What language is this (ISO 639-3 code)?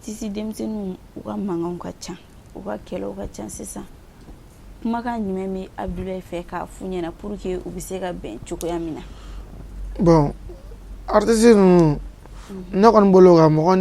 bam